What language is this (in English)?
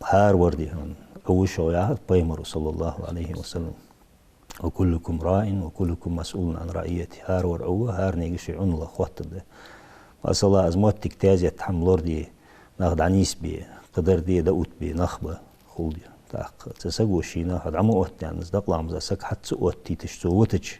Ingush